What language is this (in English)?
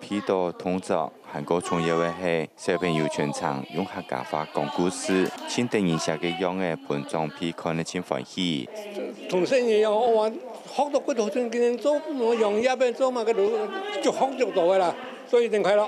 Hakka Chinese